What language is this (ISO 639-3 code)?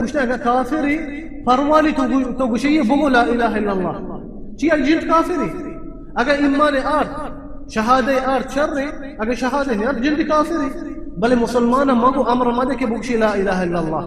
bal